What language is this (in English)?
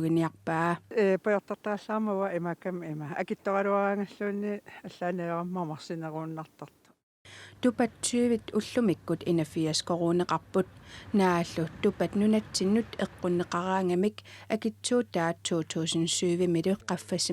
Kalaallisut